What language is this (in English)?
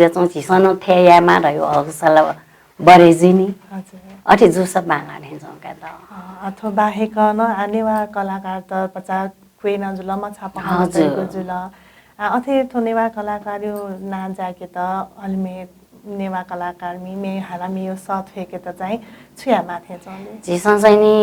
Newari